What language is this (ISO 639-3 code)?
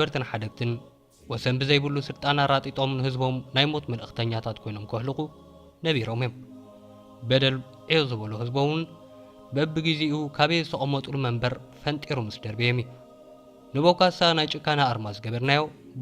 tir